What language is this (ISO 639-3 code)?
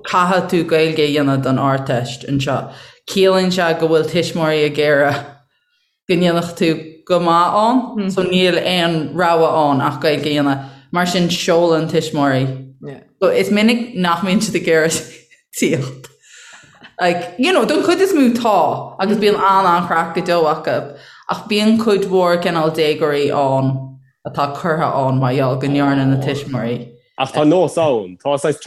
gle